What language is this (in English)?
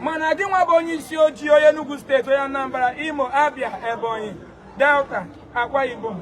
Igbo